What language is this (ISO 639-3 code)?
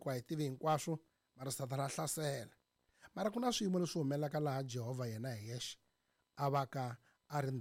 tso